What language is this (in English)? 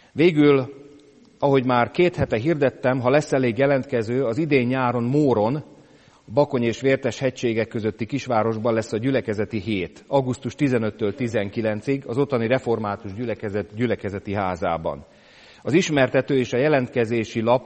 Hungarian